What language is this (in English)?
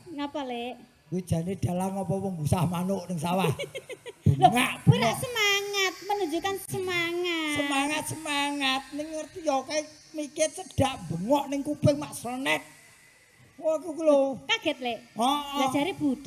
Javanese